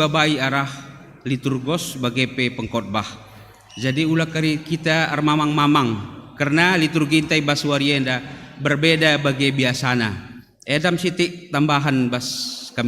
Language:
Batak Karo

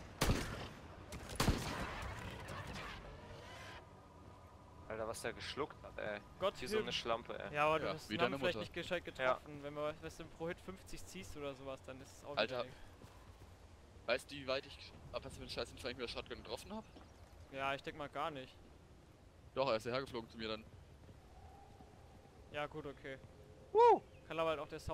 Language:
German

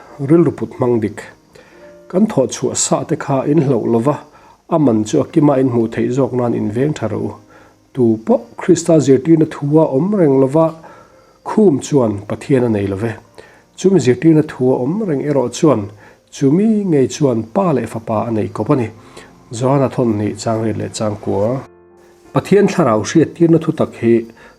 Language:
Mizo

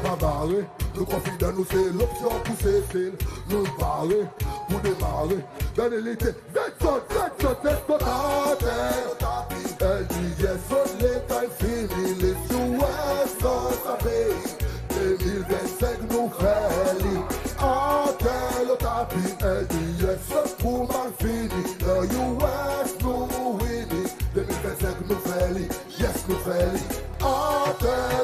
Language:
Seselwa Creole French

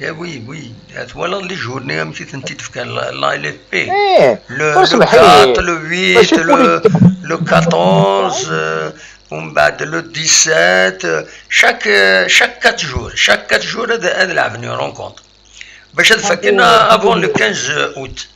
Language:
Kabyle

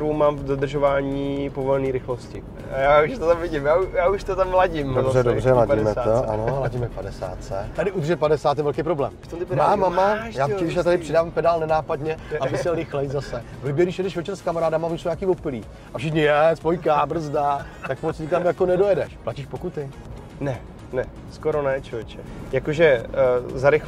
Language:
Czech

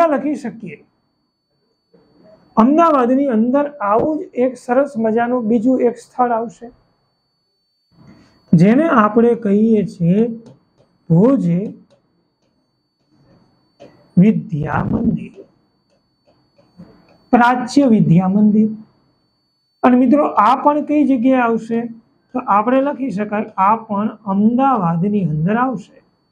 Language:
Gujarati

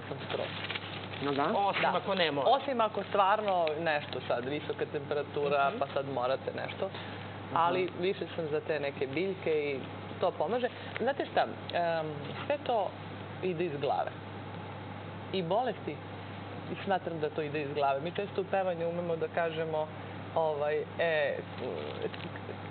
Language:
Serbian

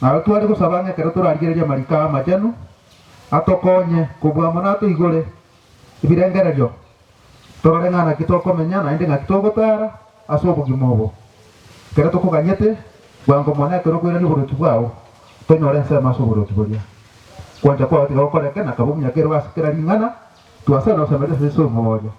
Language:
Gusii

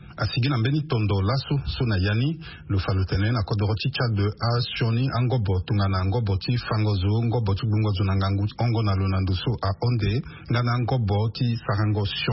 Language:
Sango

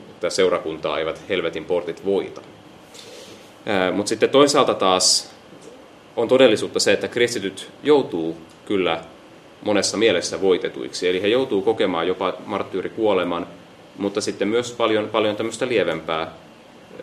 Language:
Finnish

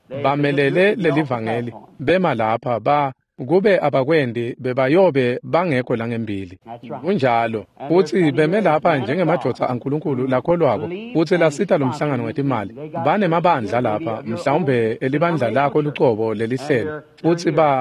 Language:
Swati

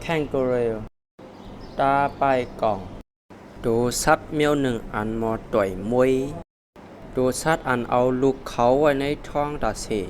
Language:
Shan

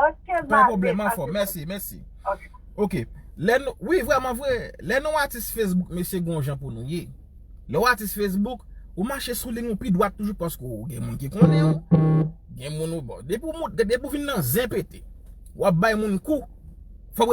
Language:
Haitian Creole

